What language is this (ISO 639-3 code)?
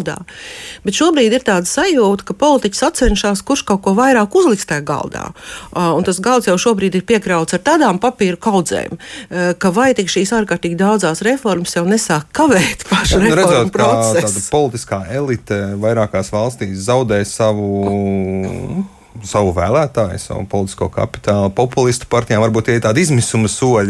lav